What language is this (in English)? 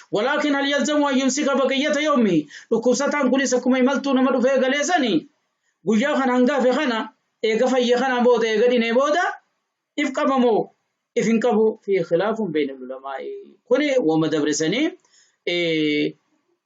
Oromo